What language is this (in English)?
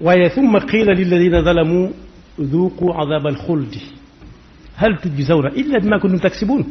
Wolof